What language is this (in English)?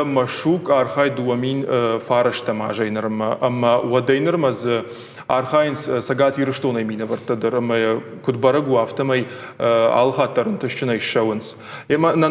Ossetic